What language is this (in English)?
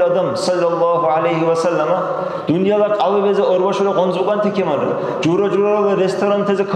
Dargwa